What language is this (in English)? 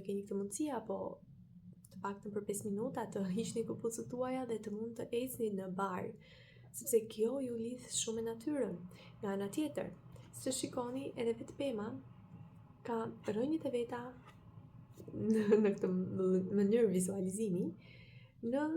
Albanian